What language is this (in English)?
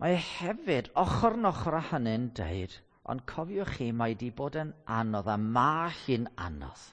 Welsh